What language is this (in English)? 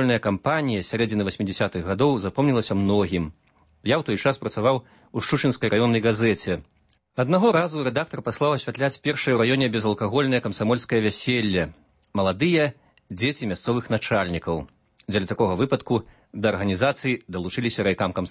Belarusian